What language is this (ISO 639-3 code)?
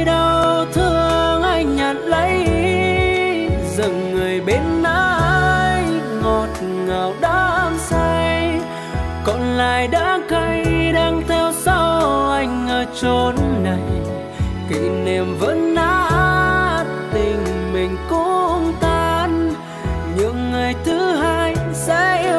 vie